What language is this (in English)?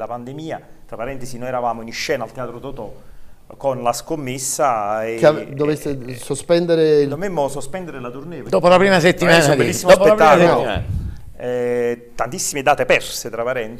Italian